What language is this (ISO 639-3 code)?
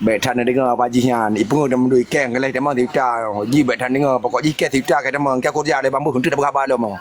ace